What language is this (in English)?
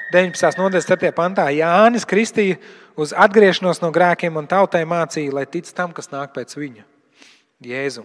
Latvian